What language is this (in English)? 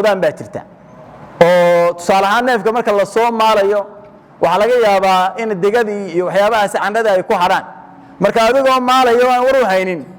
Somali